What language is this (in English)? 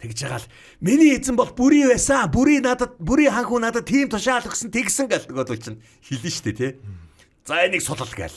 Mongolian